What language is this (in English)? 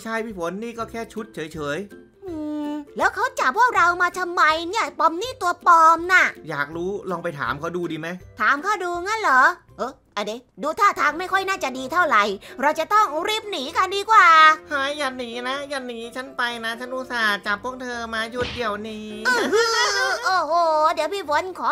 Thai